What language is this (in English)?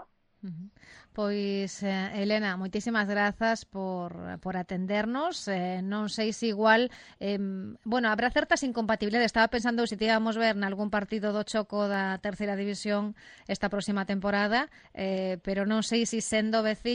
Galician